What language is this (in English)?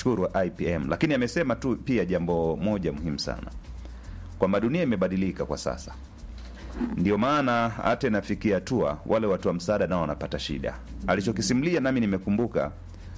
Swahili